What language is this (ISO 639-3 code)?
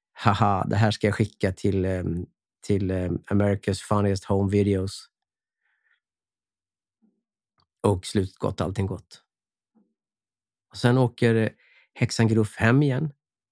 swe